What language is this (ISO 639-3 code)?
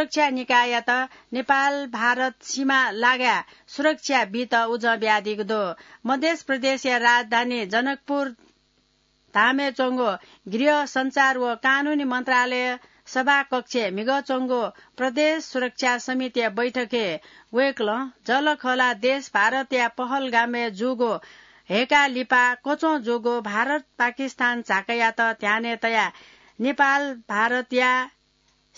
new